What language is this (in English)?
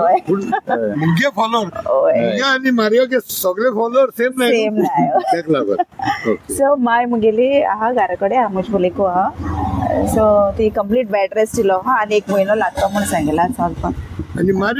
Konkani